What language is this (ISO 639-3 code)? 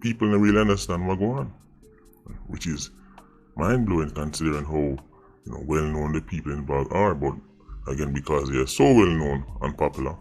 jam